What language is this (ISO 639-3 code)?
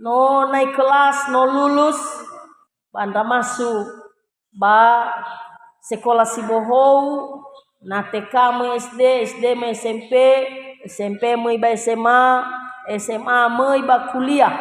nia